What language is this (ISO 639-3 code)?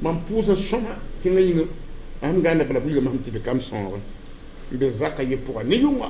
mos